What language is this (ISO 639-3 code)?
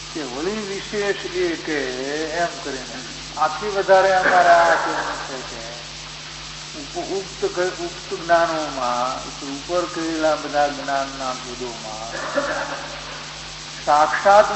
guj